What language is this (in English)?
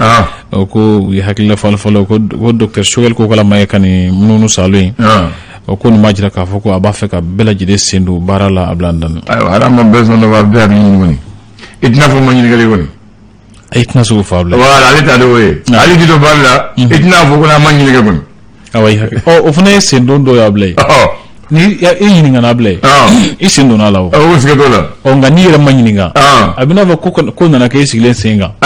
Bambara